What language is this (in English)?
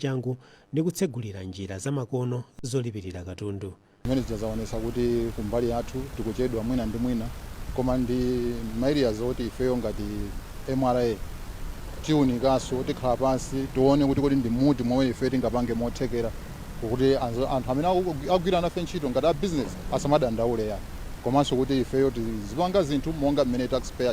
Nyanja